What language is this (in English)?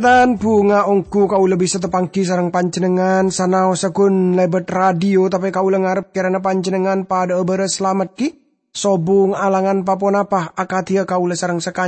Madurese